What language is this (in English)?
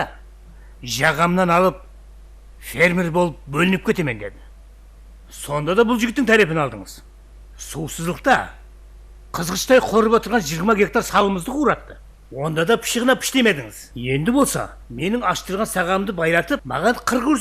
Kara-Kalpak